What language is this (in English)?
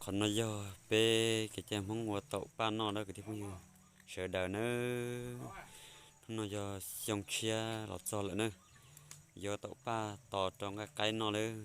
Hmong